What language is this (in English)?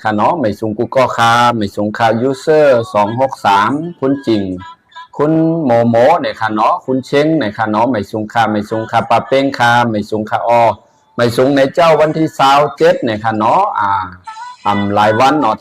Shan